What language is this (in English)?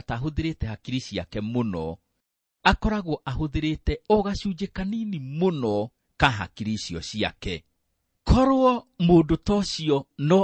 Kikuyu